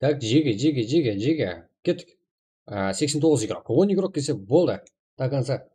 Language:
Kara-Kalpak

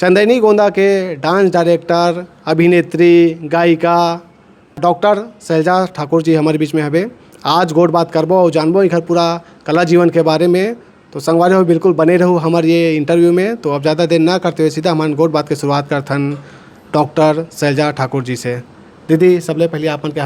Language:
Chhattisgarhi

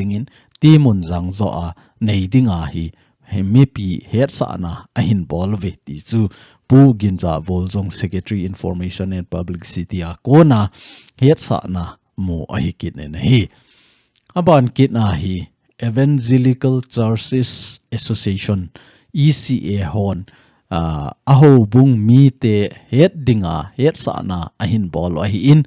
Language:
Thado Chin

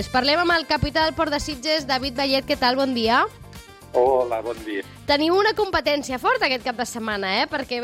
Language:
Catalan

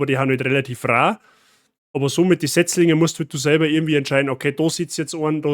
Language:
Bavarian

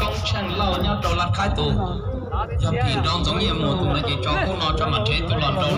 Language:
Hmong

